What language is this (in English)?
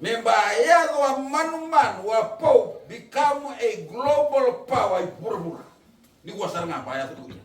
Fijian